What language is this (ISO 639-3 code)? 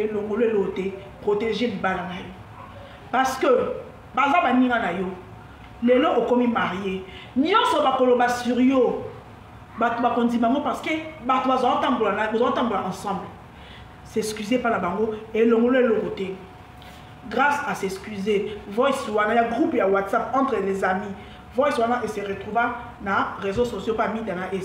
lin